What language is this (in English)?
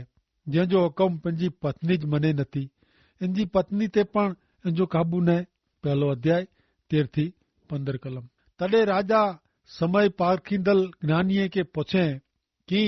Kachhi